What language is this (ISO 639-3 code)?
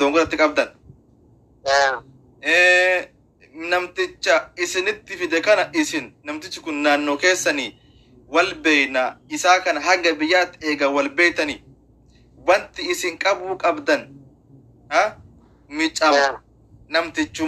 orm